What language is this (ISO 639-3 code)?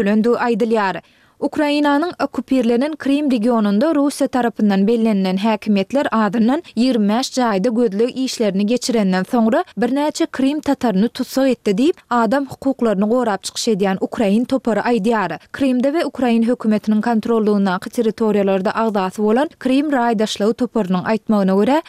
tuk